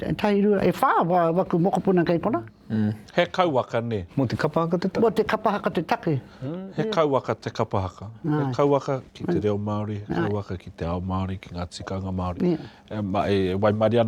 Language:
Māori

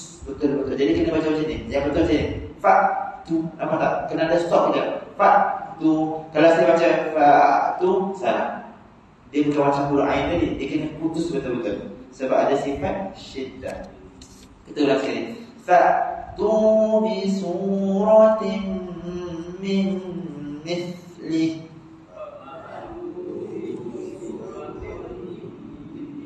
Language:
Malay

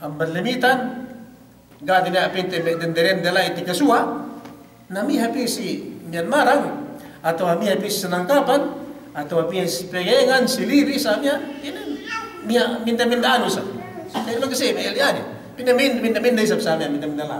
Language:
Yakan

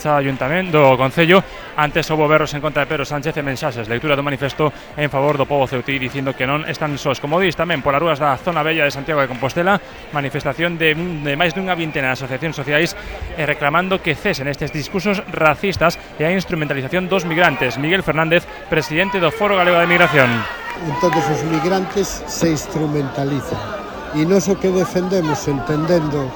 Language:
Galician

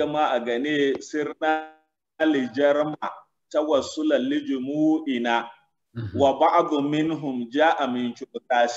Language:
Zarma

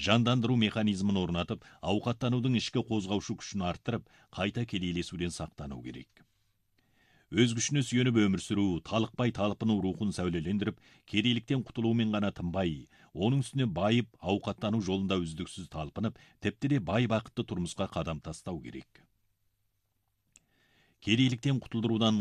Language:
Kazakh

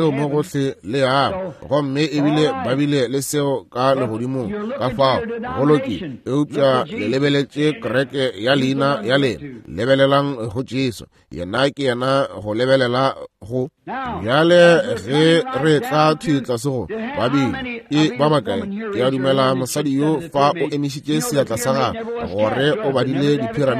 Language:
Northern Sotho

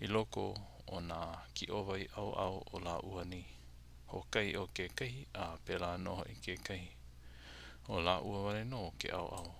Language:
Hawaiian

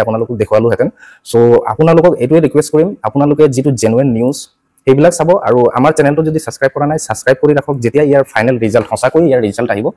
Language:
Assamese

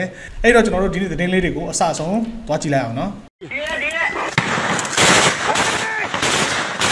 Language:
Burmese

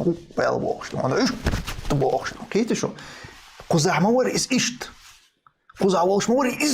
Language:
Chechen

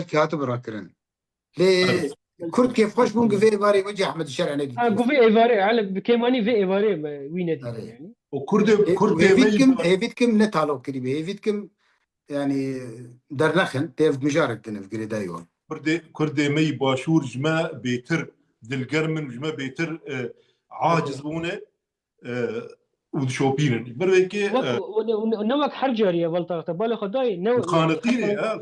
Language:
Kurdish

